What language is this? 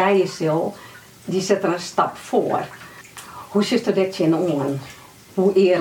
Western Frisian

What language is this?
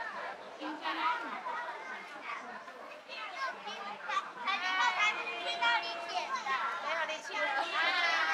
Chinese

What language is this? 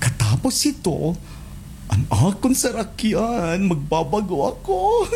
Waray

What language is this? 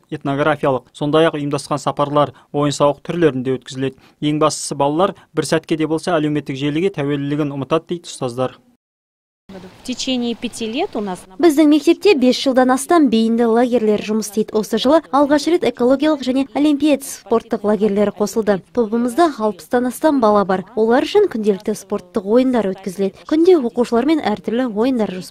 Kazakh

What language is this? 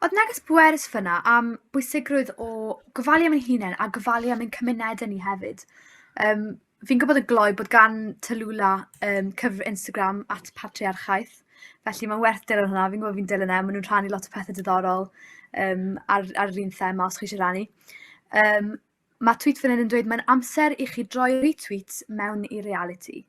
Welsh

